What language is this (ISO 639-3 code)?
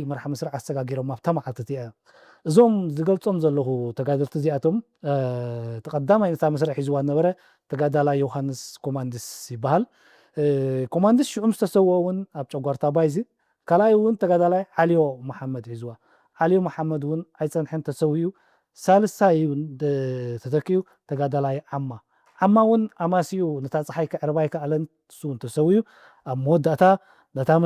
tir